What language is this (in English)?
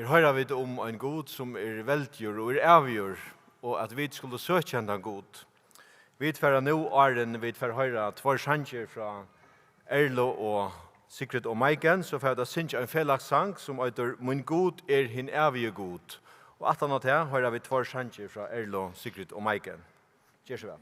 Faroese